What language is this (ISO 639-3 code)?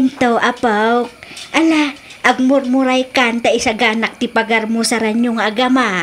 ilo